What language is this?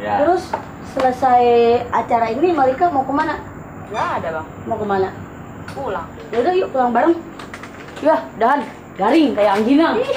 Betawi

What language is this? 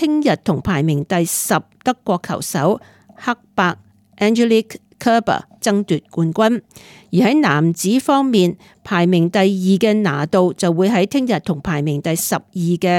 Cantonese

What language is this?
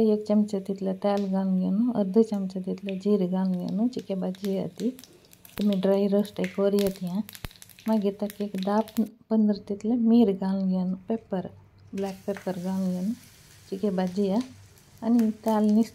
Konkani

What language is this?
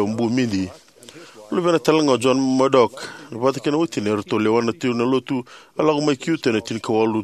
Fijian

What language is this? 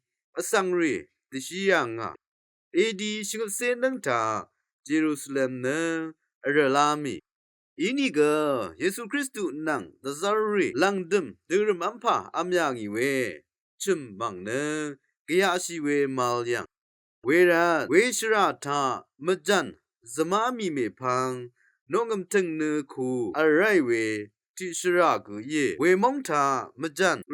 Rawang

